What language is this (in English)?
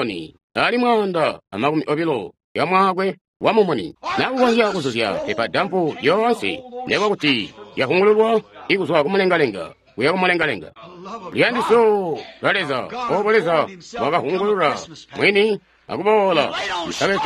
Tonga (Zambia)